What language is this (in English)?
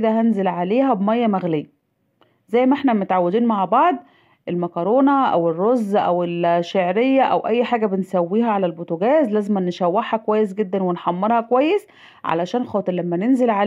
Egyptian Arabic